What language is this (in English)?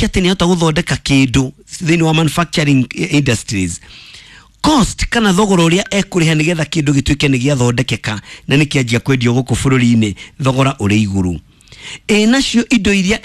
Kikuyu